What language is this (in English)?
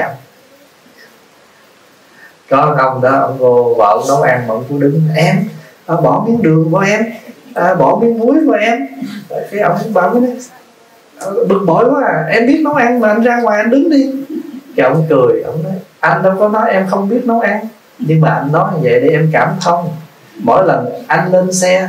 Vietnamese